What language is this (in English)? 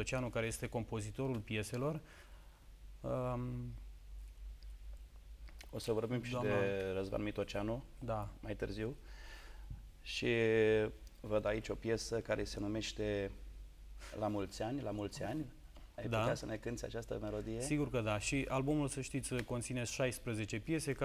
Romanian